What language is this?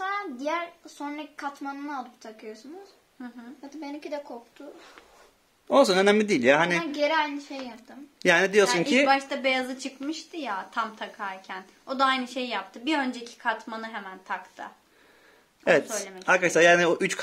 Turkish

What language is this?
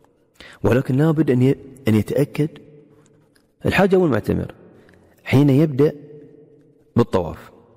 Arabic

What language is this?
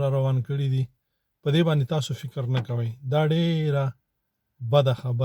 Pashto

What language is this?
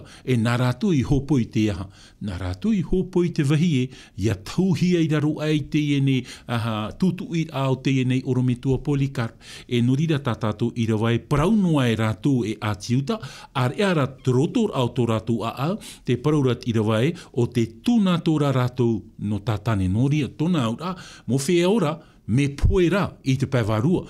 Tahitian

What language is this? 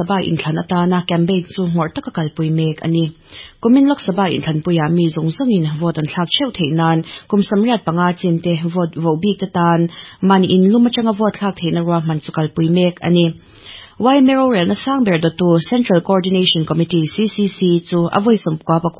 Mizo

